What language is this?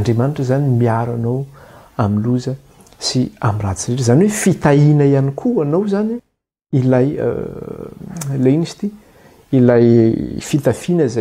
Malagasy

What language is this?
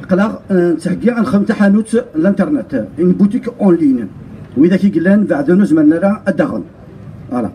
Kabyle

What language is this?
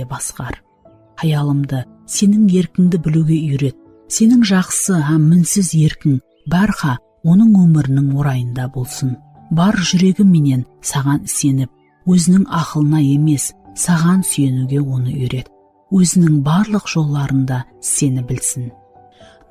Kara-Kalpak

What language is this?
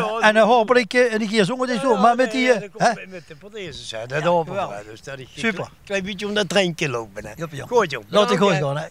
Limburgish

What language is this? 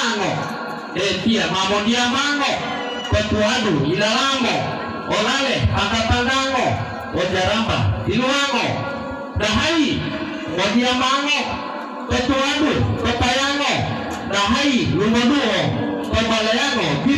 Gorontalo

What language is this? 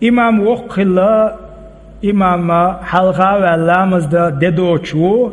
Chechen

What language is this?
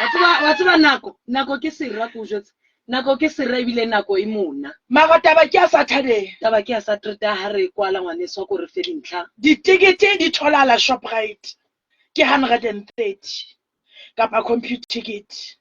Southern Sotho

